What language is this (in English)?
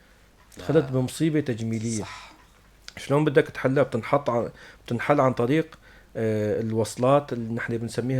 North Levantine Arabic